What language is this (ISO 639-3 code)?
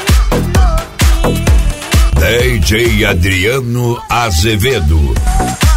por